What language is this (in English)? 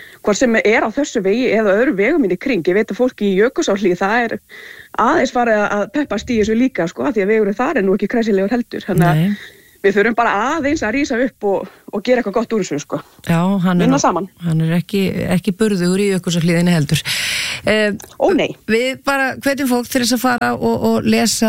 Icelandic